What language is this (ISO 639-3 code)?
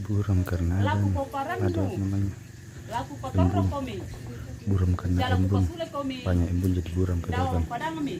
sda